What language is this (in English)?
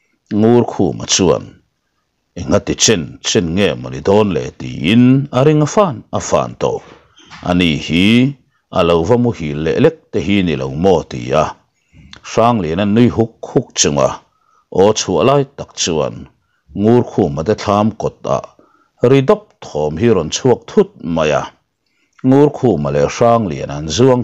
Mizo